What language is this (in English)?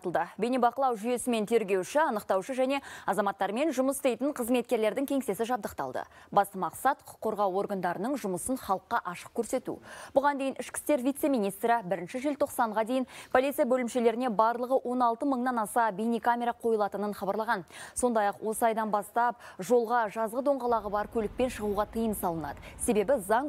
Kazakh